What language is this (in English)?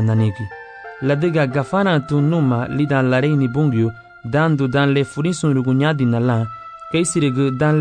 Garifuna